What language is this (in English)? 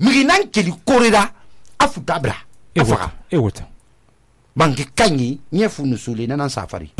Susu